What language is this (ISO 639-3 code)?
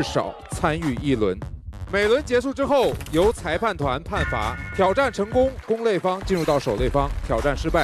zho